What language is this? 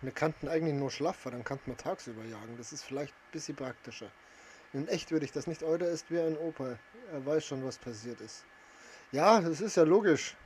Bavarian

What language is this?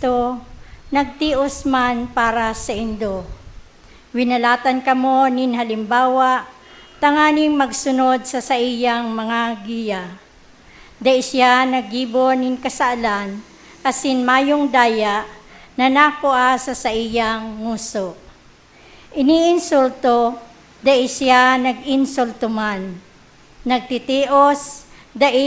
Bikol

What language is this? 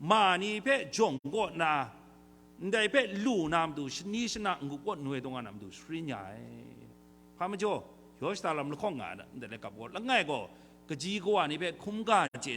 Kachin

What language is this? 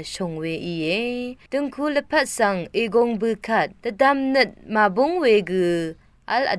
Rawang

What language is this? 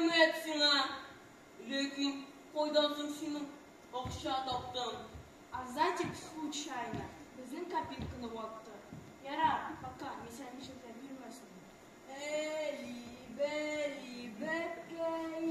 Tatar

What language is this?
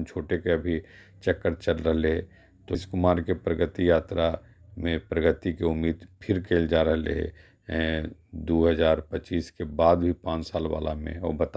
Magahi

